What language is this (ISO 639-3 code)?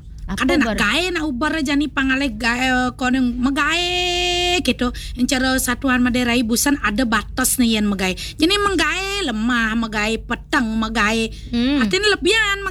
ban